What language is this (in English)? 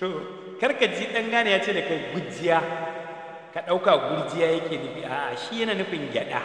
Hausa